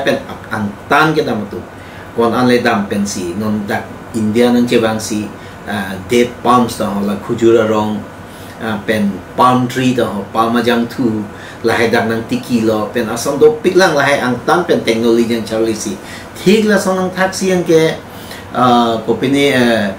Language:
Karbi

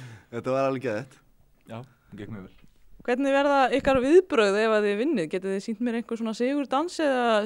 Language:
Icelandic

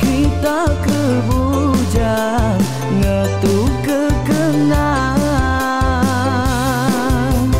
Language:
Iban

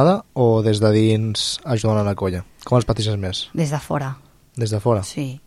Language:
Catalan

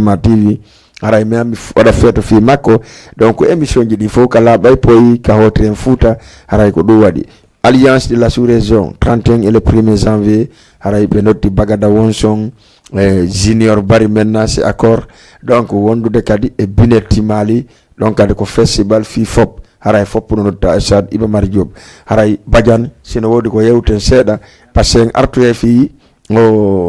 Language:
Fula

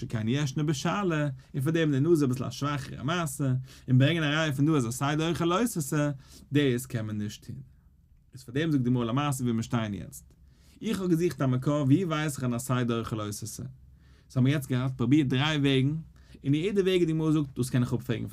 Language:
Yiddish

